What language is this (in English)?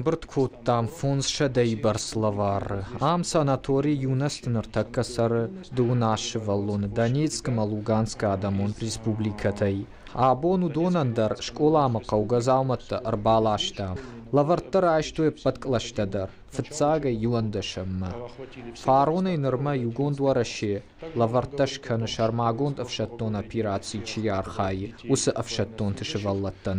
Ossetic